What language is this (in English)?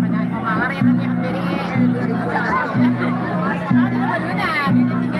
Banjar